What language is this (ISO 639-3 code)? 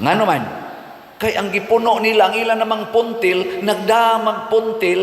ceb